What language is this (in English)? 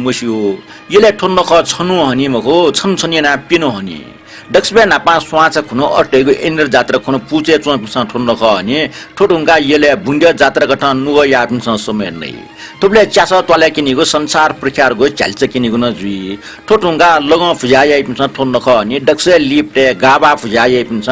Newari